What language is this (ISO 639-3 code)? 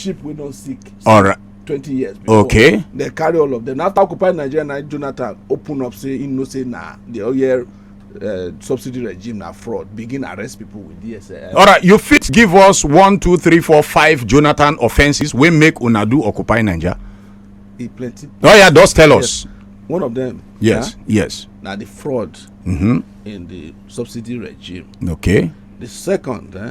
pcm